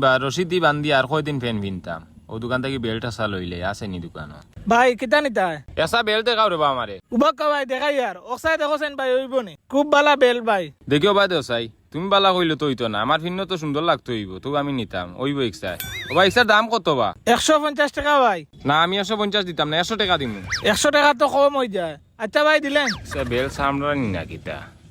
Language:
Sylheti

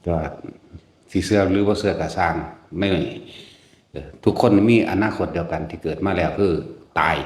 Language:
Northeastern Thai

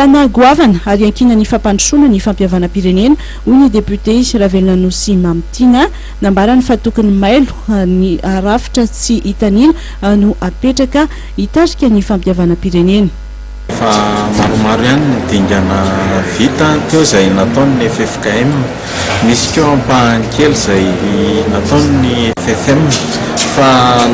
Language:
Malagasy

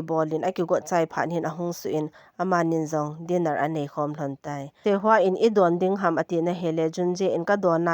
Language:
Thado Chin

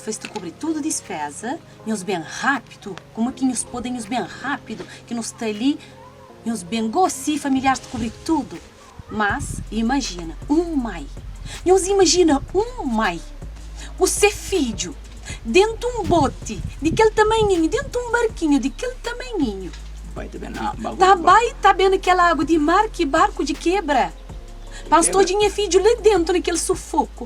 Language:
Kabuverdianu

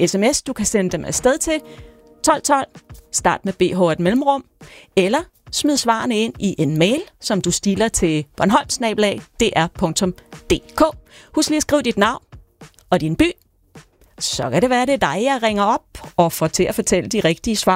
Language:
Danish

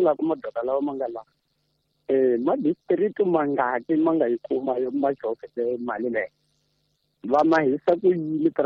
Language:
Tsonga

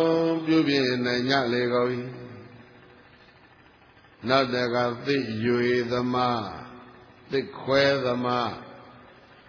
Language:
Burmese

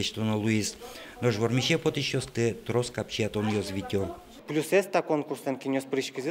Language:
Udmurt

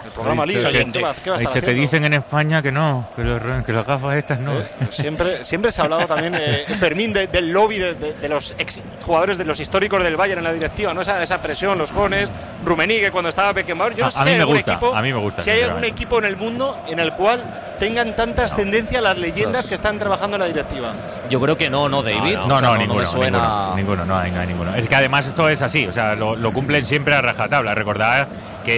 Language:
Spanish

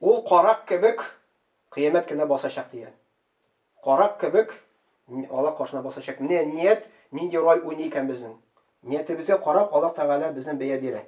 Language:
Tatar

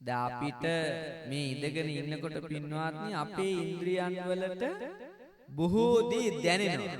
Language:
Sinhala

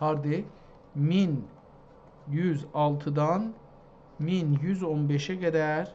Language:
South Azerbaijani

